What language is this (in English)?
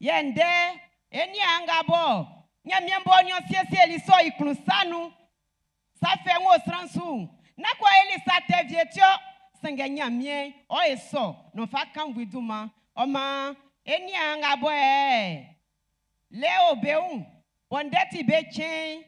Baoulé